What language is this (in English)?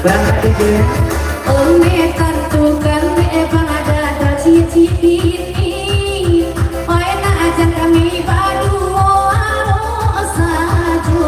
Minangkabau